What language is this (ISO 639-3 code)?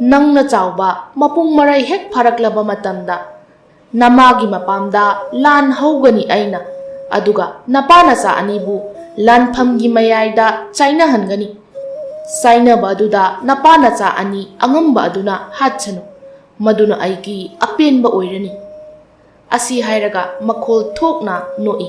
mni